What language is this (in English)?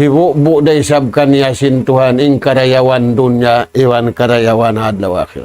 Tausug